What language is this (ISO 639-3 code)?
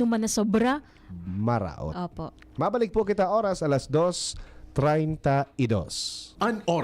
bik